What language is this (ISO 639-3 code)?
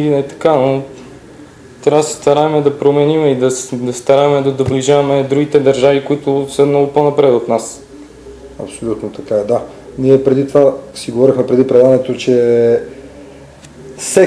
bul